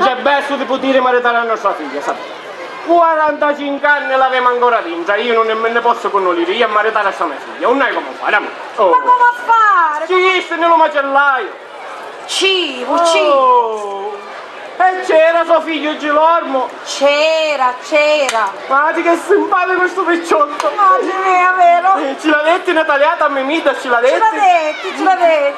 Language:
Sicilian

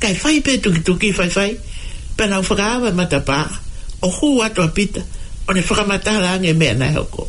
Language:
Tongan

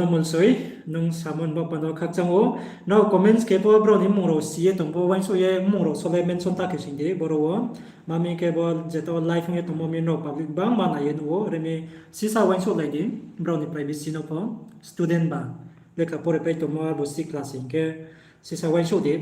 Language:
Riang (India)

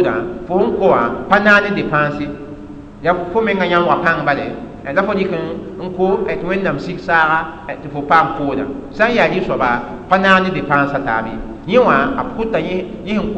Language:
Mossi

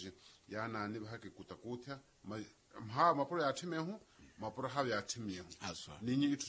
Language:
Makhuwa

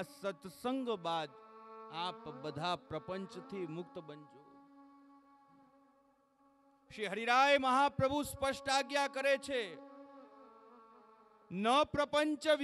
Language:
Gujarati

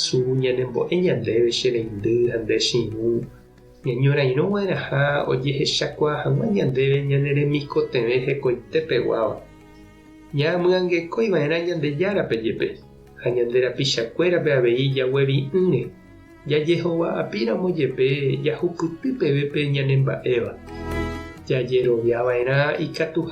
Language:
Guarani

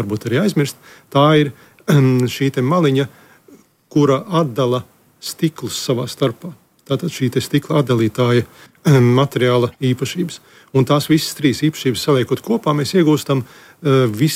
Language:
Latvian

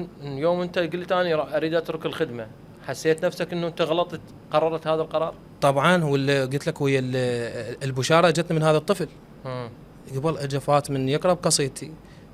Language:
Mesopotamian Arabic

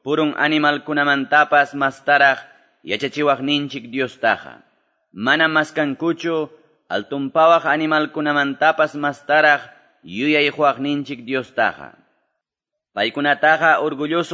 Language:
Quechua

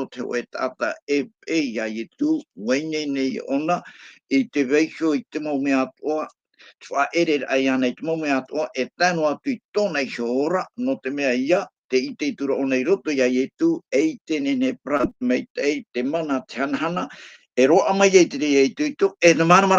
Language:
Tahitian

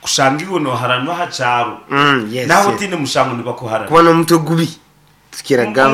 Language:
Nyankole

